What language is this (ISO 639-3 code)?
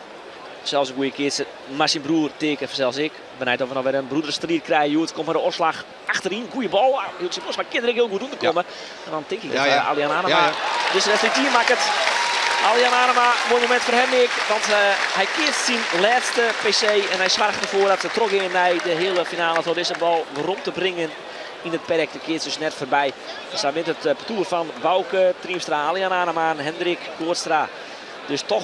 fry